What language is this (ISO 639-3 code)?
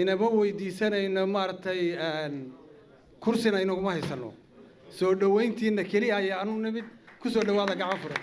som